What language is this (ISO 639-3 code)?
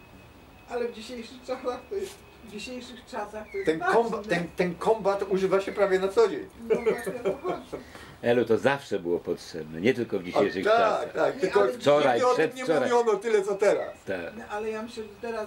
pol